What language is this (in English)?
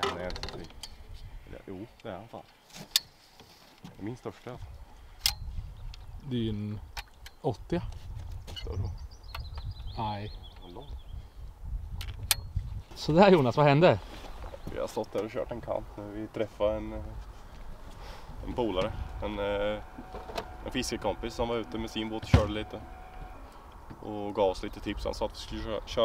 Swedish